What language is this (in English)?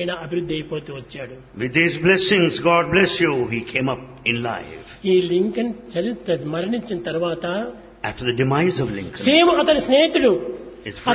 Telugu